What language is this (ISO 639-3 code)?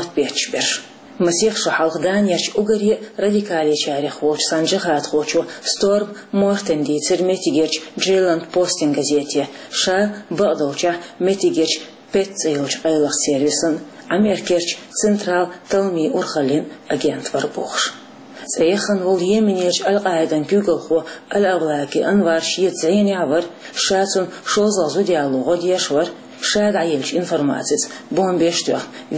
che